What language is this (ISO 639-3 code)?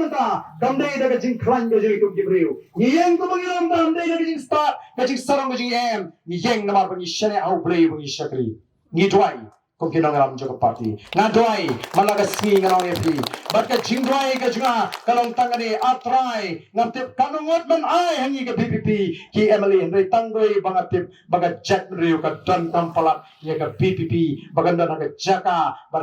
kha